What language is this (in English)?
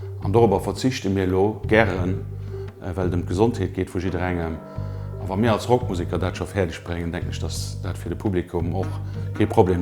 Luxembourgish